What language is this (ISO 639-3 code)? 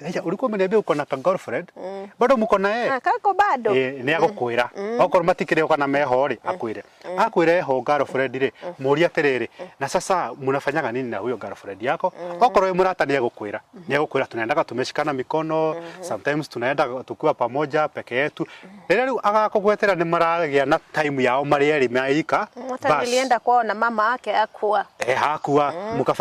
kik